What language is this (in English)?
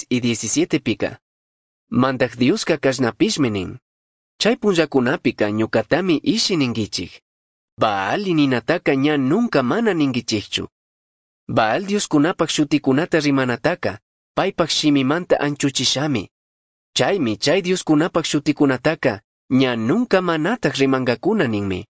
Chimborazo Highland Quichua